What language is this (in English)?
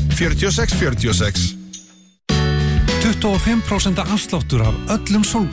Icelandic